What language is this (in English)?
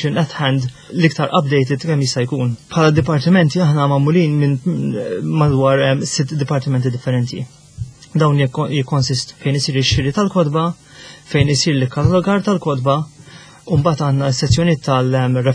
Maltese